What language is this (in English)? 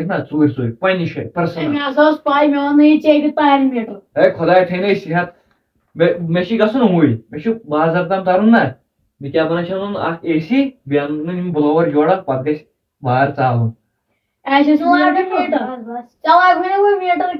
Kashmiri